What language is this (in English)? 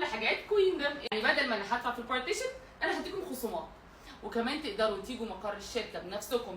Egyptian Arabic